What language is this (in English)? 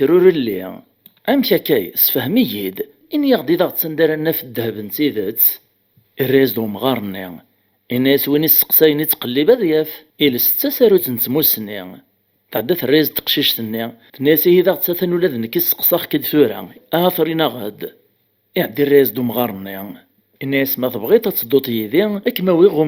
Kabyle